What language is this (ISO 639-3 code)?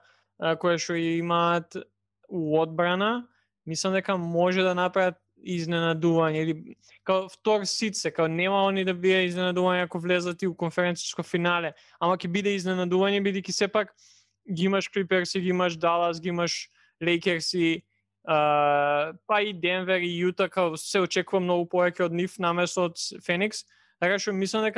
mkd